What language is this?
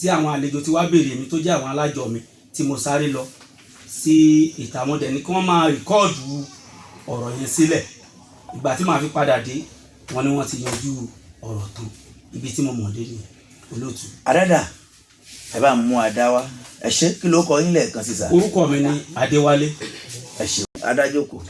Yoruba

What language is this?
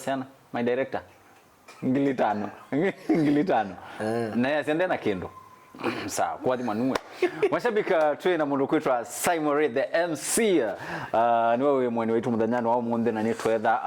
Kamba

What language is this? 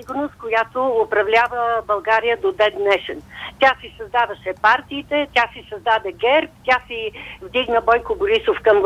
Bulgarian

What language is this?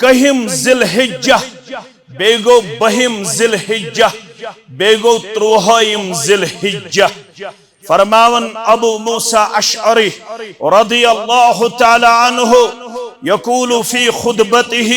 Kashmiri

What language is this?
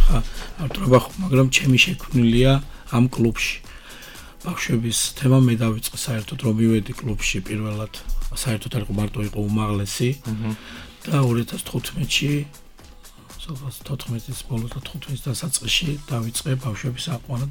Georgian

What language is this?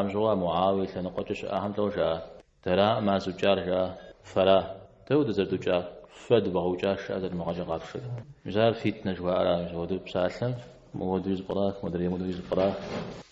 Kabardian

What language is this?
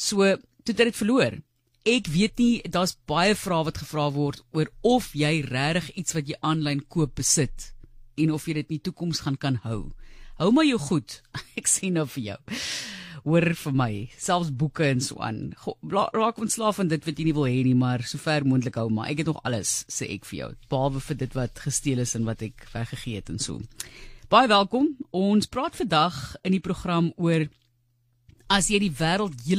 Afrikaans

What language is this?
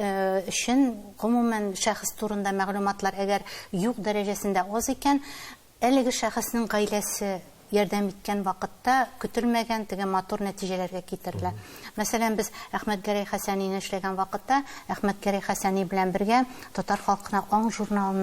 Tatar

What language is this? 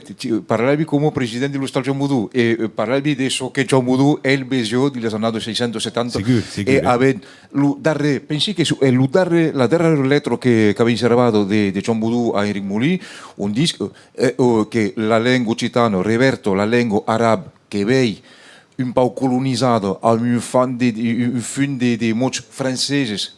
Occitan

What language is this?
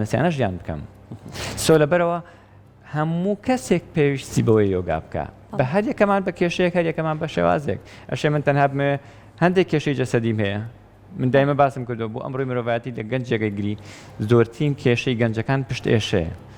Central Kurdish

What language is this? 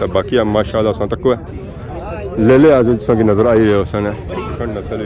Pahari-Potwari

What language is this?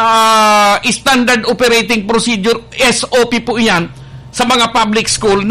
Bikol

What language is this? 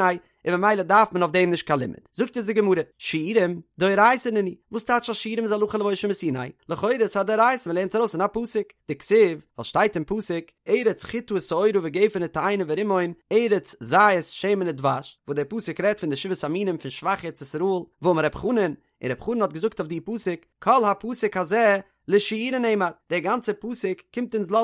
Yiddish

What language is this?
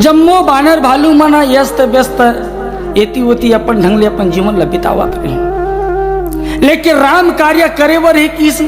Chhattisgarhi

